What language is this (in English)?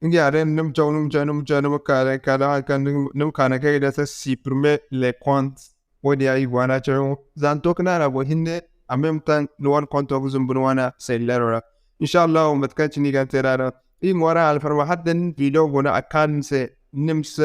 Zarma